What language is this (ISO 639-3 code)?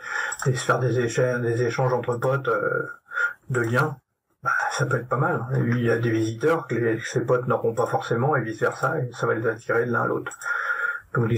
fra